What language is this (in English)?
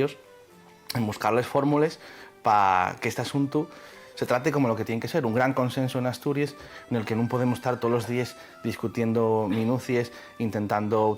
Asturian